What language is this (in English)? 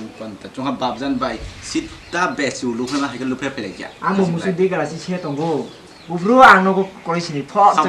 Kok Borok